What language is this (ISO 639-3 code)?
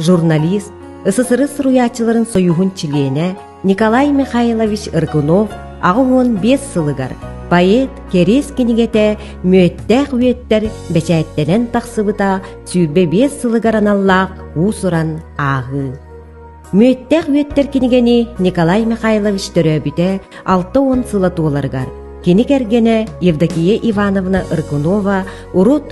sah